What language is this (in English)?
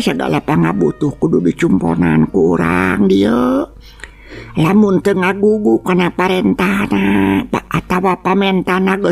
Sundanese